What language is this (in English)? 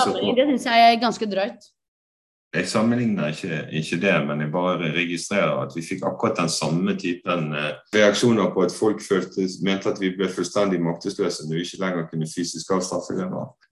Norwegian